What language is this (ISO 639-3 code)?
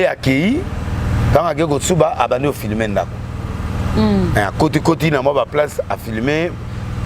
lin